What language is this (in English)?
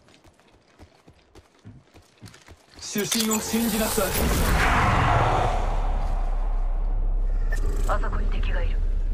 Japanese